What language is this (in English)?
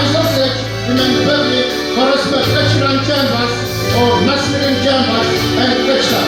Pohnpeian